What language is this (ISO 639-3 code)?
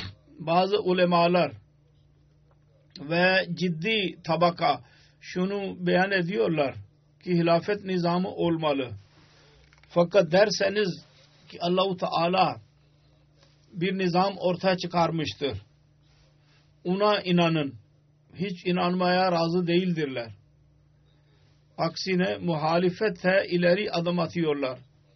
tur